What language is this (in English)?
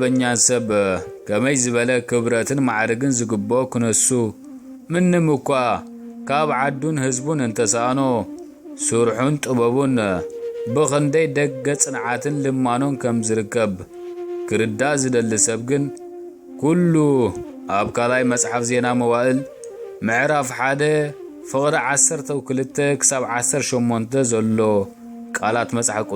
Tigrinya